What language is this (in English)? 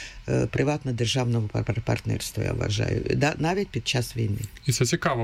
Ukrainian